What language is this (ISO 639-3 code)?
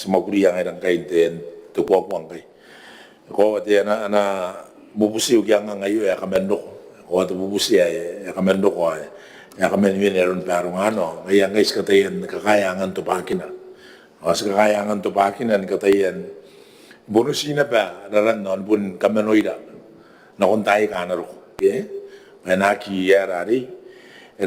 gil